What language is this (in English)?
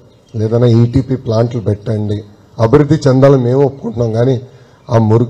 Telugu